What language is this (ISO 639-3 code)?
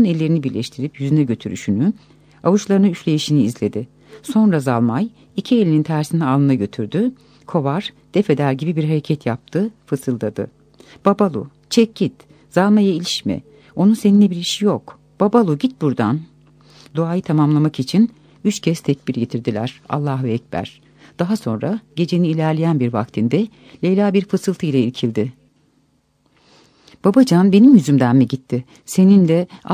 tur